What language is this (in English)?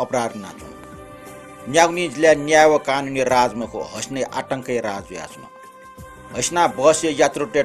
Newari